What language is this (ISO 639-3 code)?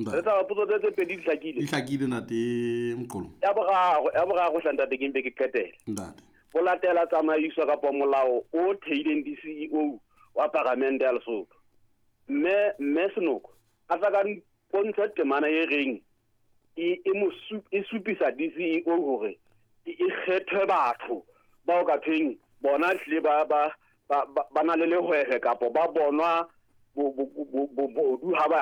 sot